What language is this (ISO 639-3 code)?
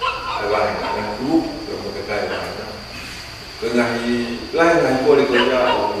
ton